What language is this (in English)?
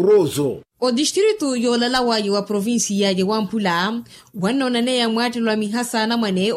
Makhuwa